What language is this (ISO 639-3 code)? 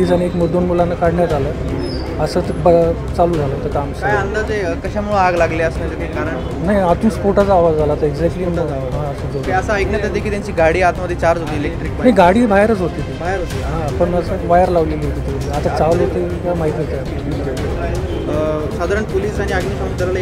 mar